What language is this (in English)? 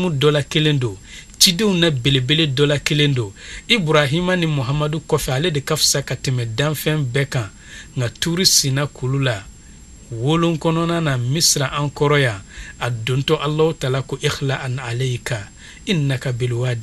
Bambara